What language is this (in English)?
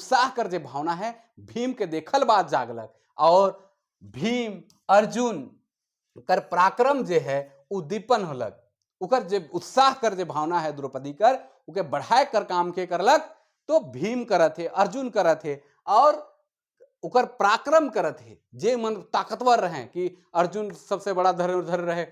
Sadri